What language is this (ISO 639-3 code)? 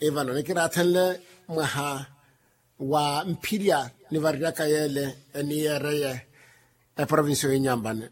vmw